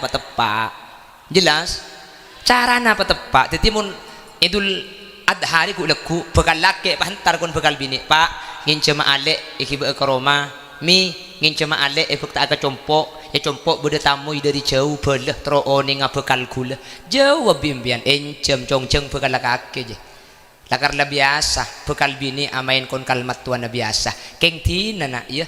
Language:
Madurese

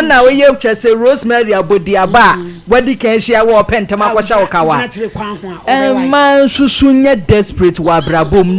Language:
Akan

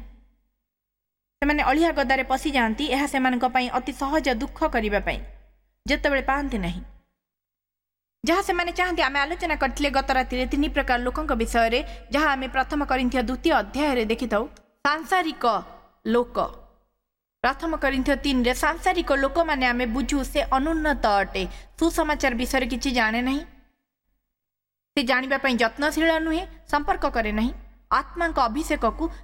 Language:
Odia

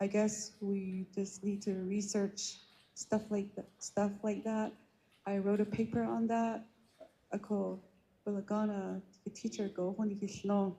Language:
Navajo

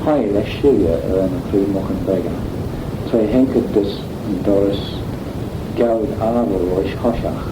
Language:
Manx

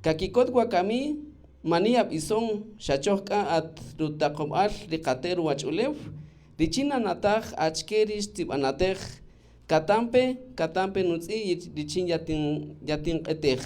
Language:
Kaqchikel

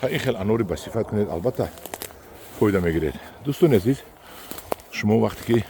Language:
Tajik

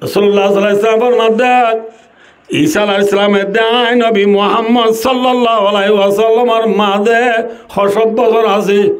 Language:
Rohingya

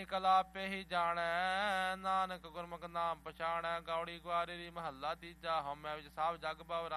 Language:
Punjabi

